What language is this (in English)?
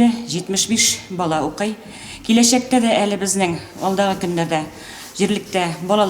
Tatar